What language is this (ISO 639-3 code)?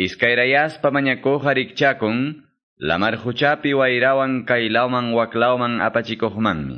que